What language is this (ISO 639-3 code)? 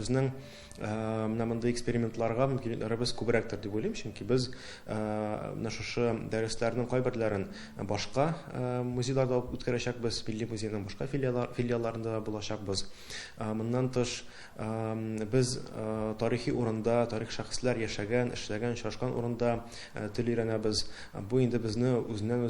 tat